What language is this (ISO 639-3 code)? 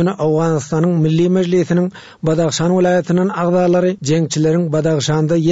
tuk